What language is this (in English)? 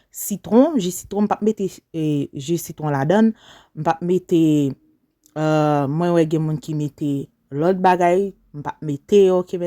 Haitian Creole